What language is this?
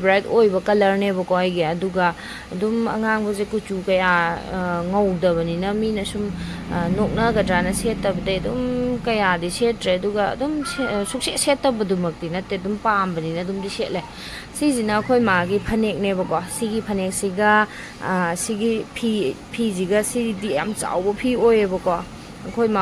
Manipuri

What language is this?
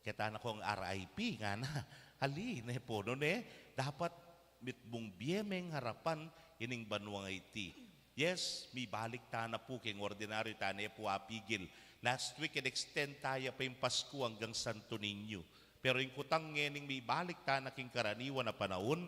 Pampanga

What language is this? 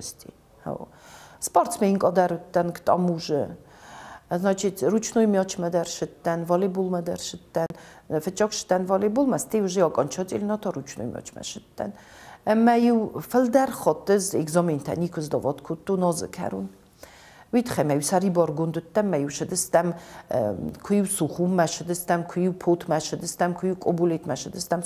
Ossetic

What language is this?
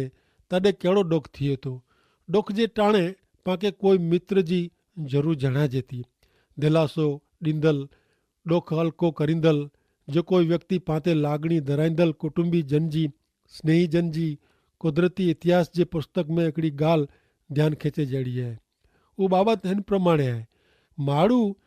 Kachhi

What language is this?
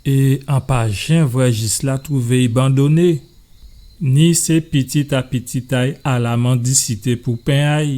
Guadeloupean Creole French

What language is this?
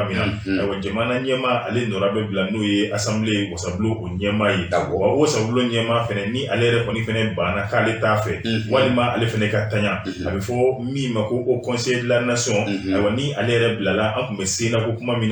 Bambara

